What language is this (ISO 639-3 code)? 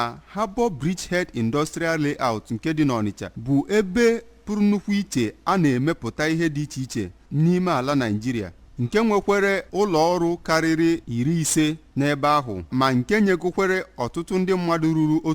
ibo